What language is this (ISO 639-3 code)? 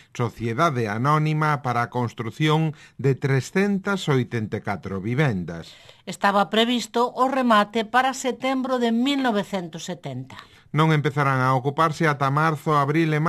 glg